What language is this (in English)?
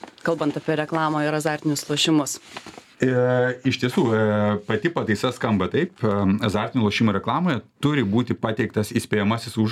Lithuanian